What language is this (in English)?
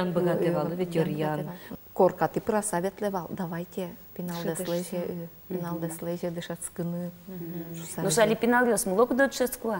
Udmurt